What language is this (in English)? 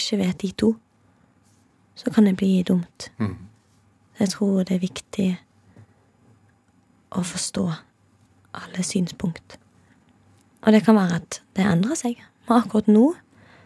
Norwegian